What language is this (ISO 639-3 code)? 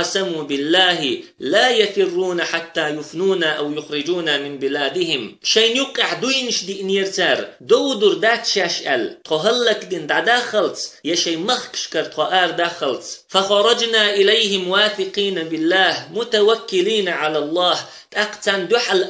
che